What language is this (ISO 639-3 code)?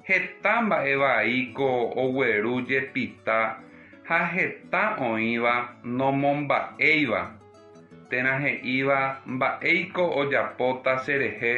grn